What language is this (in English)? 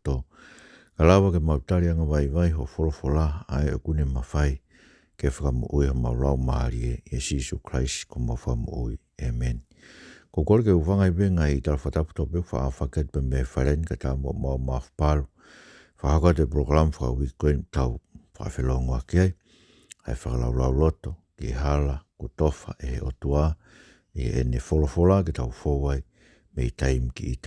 Tongan